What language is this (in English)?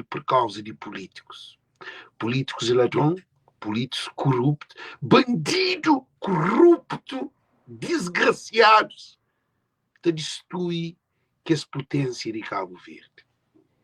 Kabuverdianu